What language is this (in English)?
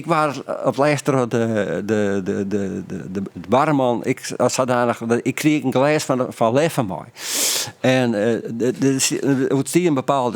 Western Frisian